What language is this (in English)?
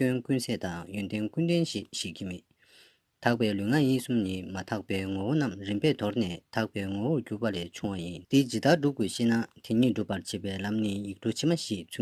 Tibetan